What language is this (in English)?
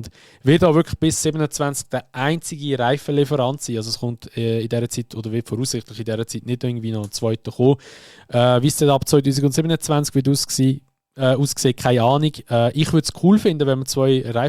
Swiss German